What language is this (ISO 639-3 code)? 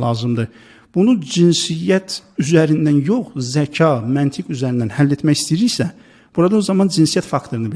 aze